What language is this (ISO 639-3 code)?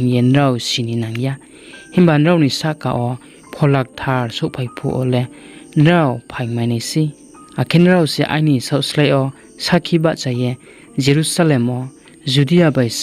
ria